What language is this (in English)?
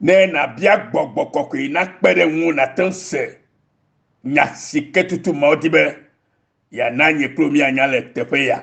Ewe